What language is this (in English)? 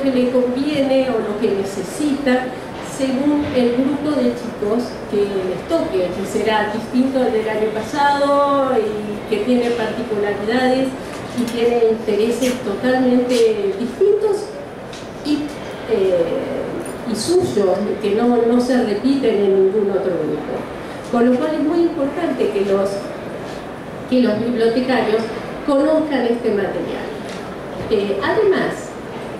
Spanish